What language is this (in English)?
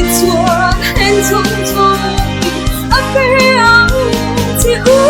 Hmar